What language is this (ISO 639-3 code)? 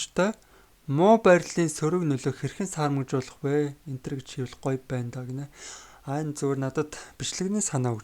mon